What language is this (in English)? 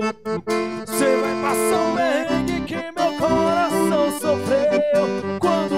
Portuguese